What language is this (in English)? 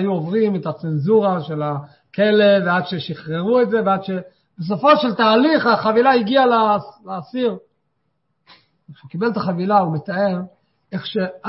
Hebrew